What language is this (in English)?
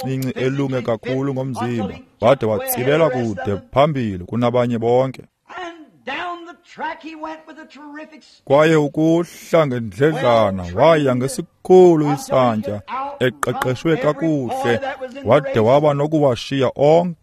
Xhosa